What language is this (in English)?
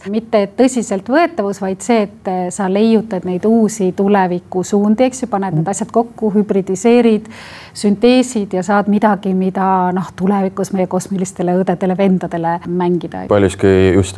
Estonian